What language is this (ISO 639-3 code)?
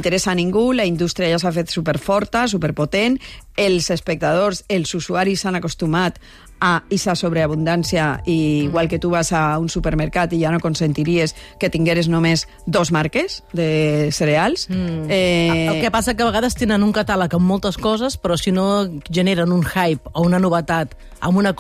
cat